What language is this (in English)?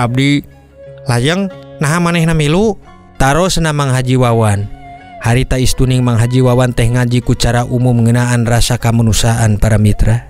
Sundanese